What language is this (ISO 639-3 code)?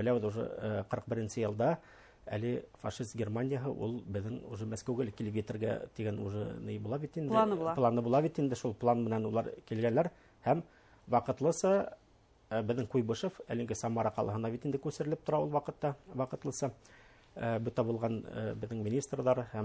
bak